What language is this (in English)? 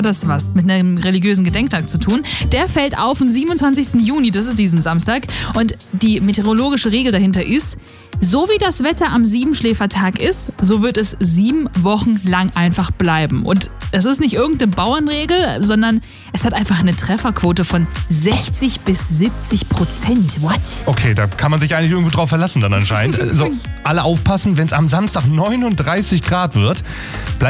German